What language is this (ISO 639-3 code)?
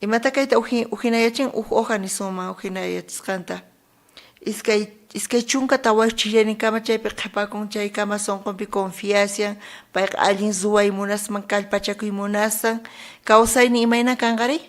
quh